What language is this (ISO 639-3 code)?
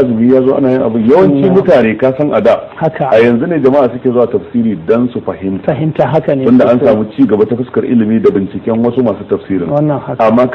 hau